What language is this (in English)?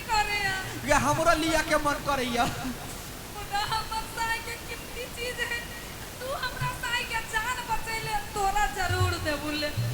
Maithili